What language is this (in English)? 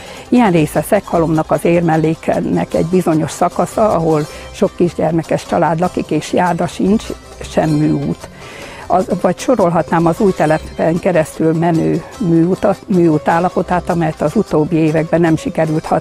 Hungarian